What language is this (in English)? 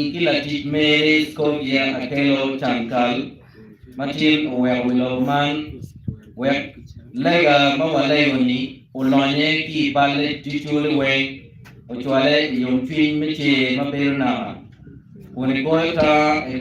Acoli